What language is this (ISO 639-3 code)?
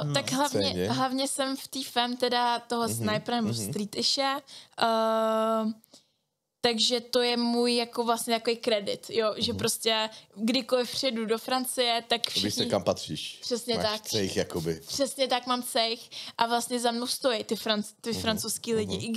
ces